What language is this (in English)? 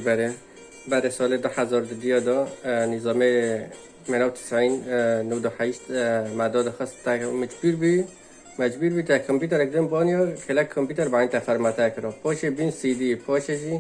Kurdish